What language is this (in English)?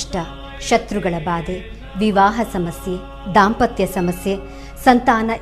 Marathi